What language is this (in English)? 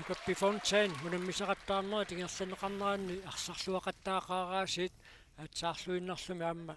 Kalaallisut